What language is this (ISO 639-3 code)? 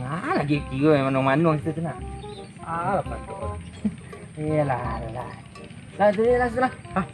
min